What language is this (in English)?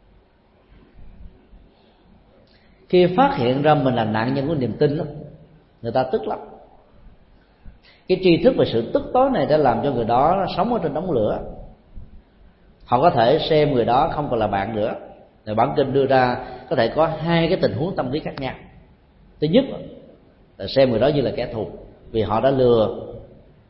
Vietnamese